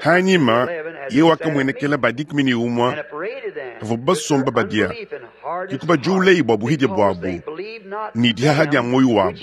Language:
Luba-Lulua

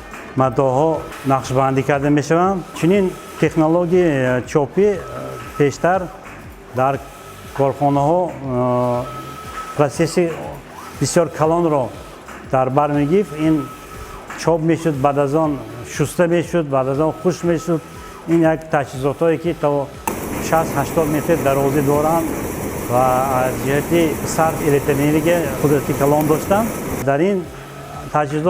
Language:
Tajik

